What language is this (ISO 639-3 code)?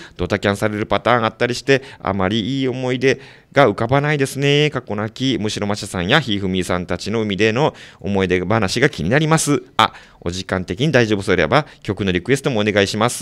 jpn